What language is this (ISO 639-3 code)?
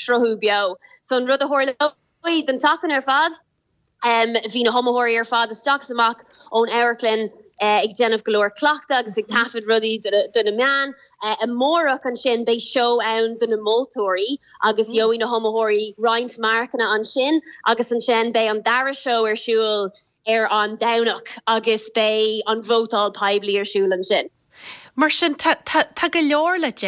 gle